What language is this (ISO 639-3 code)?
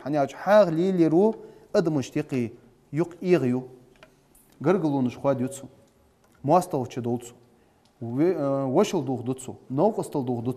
inh